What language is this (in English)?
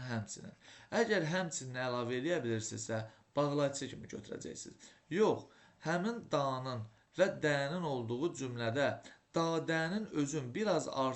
Azerbaijani